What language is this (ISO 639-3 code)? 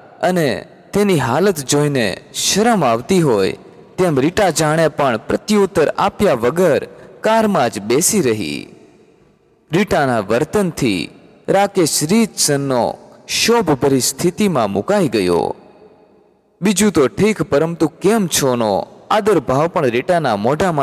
guj